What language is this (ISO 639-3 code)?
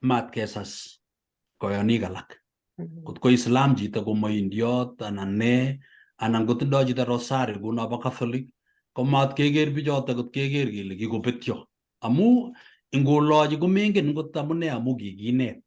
kln